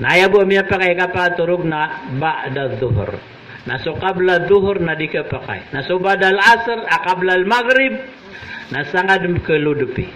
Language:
Maranao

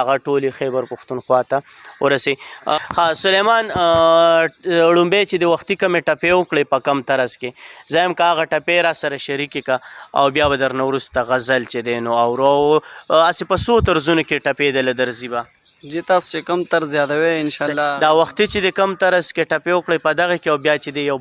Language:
Pashto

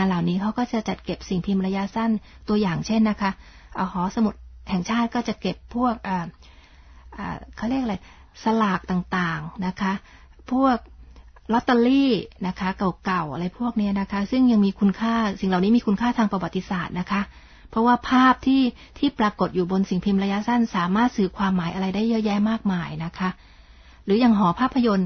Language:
Thai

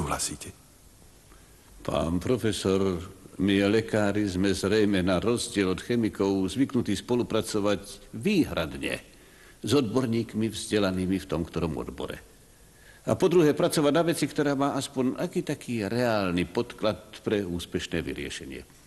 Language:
Slovak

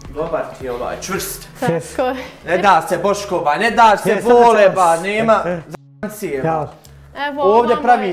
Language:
Bosnian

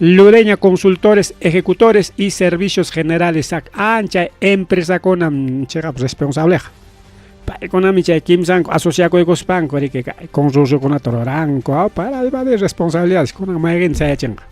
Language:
Ayacucho Quechua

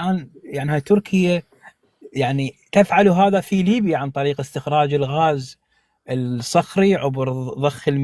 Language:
North Levantine Arabic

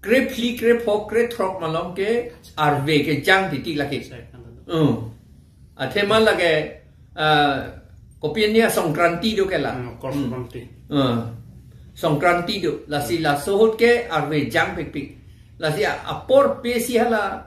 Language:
Karbi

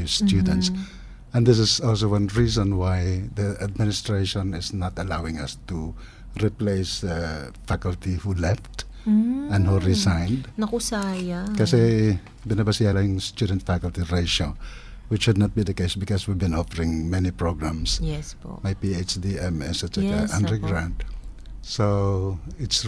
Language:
Filipino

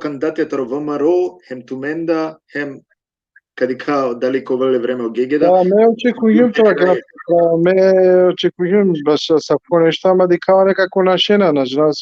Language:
Balkan Romani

